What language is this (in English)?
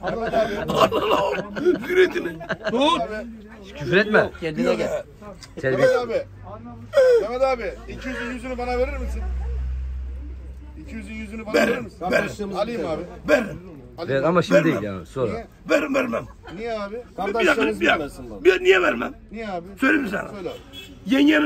Turkish